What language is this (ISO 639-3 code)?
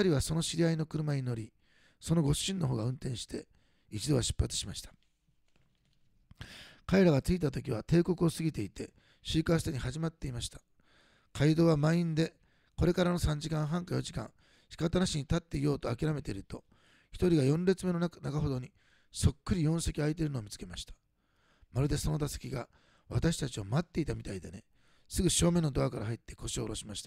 jpn